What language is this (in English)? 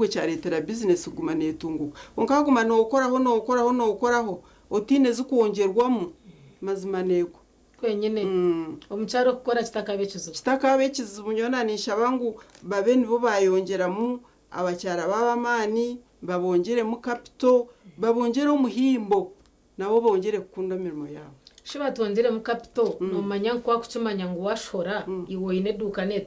Nyankole